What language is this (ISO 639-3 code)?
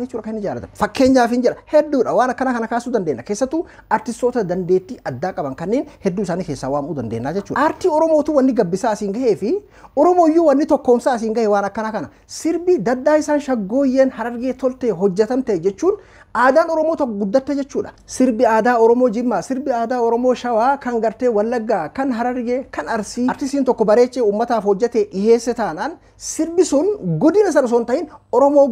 orm